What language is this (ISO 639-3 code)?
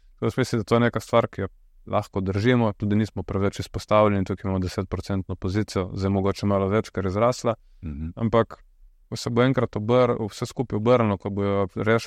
slv